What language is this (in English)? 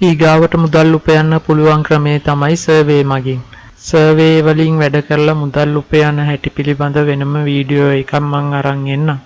Sinhala